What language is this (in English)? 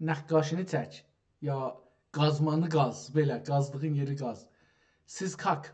South Azerbaijani